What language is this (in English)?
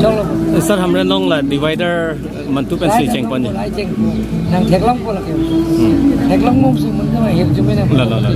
Karbi